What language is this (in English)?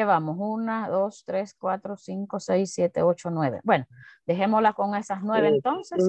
Spanish